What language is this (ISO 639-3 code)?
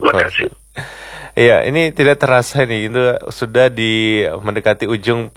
ind